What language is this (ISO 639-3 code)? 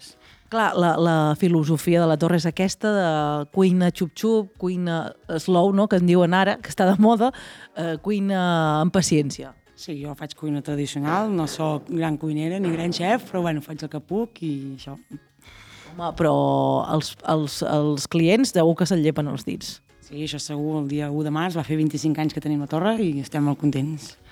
cat